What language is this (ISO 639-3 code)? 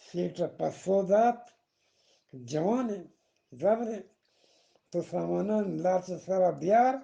bgp